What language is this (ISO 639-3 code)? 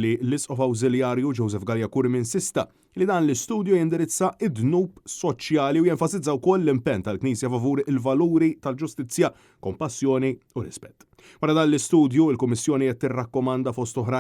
mlt